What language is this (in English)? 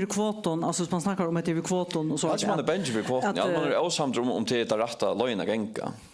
Faroese